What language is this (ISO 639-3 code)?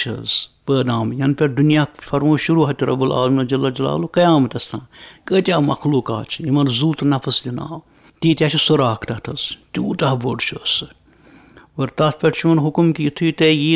kas